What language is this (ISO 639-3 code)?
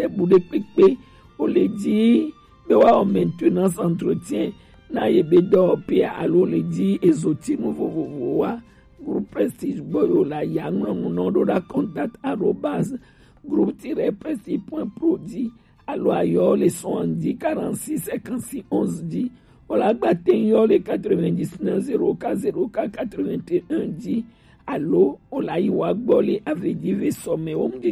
gej